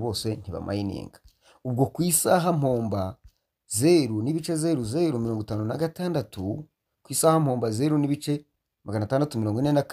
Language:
Kinyarwanda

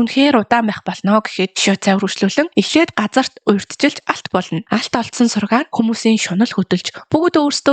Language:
Mongolian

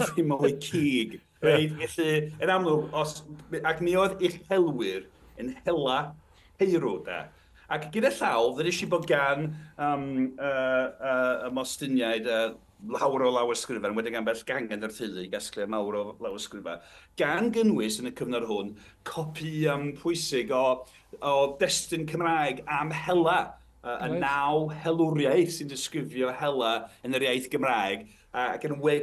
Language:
Welsh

